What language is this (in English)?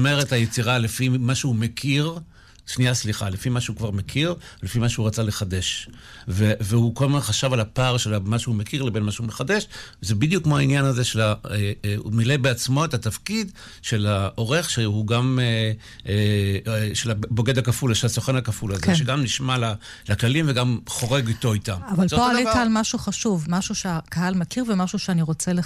Hebrew